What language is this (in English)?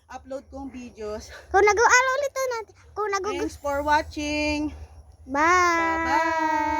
Bikol